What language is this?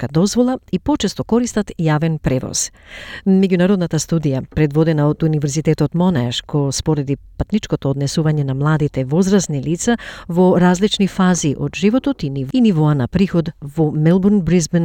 Macedonian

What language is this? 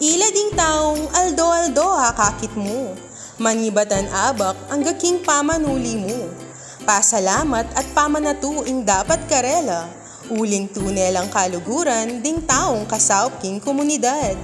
Pampanga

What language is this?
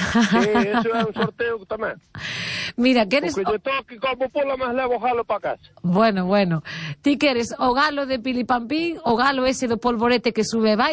Galician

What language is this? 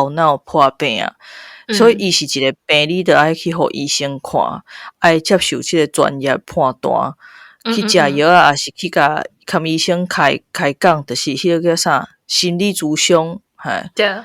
Min Nan Chinese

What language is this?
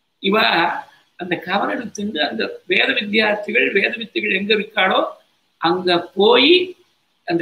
Tamil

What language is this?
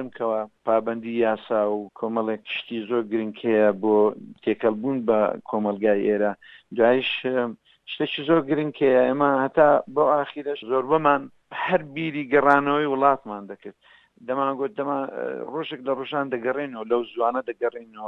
Central Kurdish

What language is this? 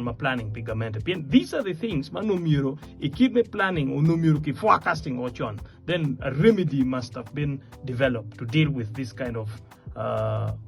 Acoli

